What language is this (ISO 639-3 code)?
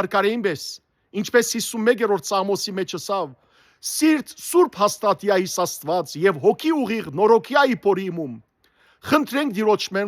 hyw